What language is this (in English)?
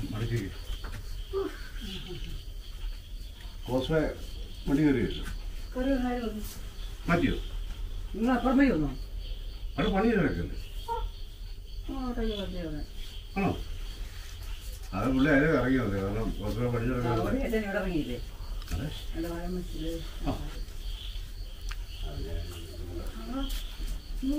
Malayalam